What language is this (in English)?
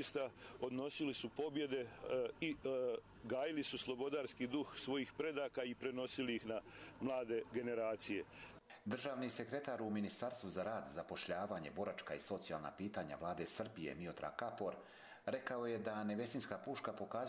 Croatian